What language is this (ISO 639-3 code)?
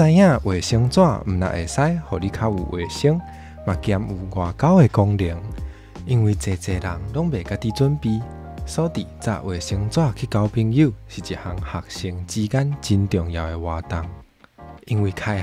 nan